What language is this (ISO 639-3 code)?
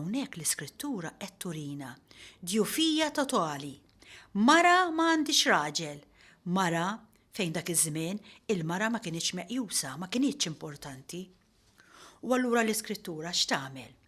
mlt